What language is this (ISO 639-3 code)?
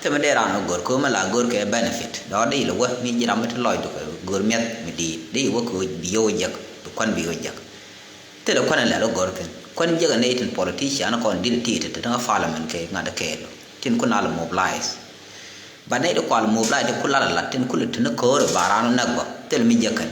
nus